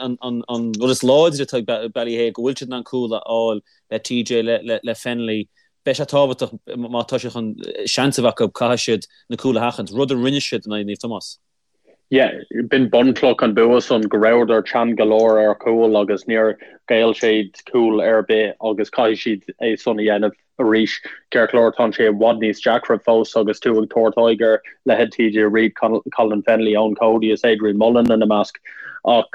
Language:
Irish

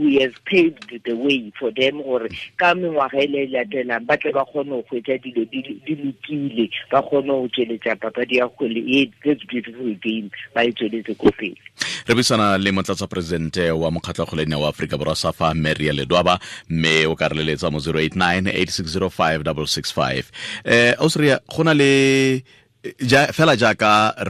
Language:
Tswana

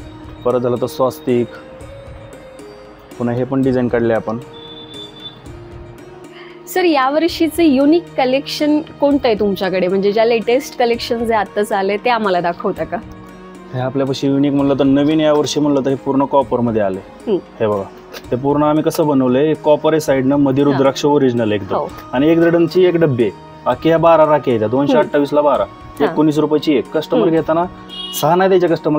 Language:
Marathi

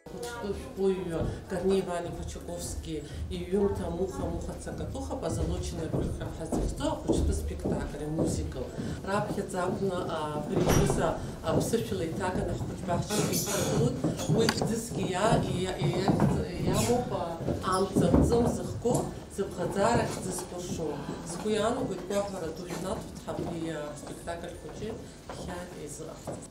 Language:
Abkhazian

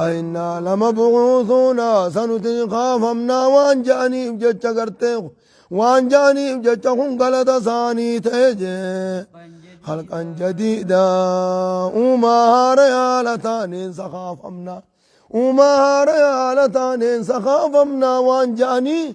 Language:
Oromo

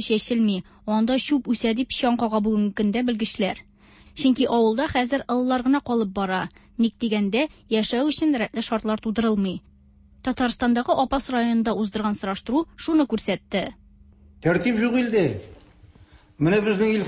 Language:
Tatar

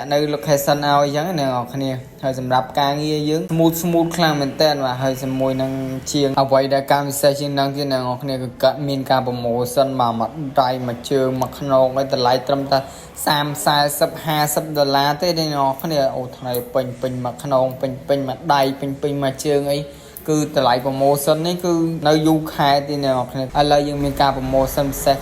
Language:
Khmer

